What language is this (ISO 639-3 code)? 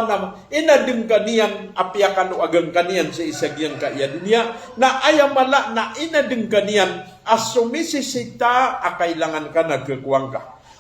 mrw